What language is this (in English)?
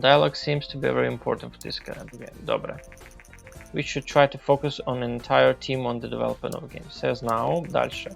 Rusyn